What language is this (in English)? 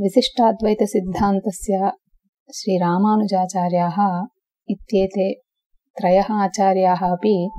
Sanskrit